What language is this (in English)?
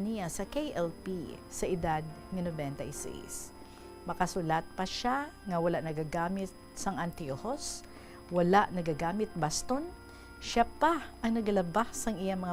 Hiligaynon